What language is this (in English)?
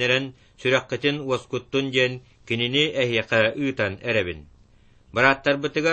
Yakut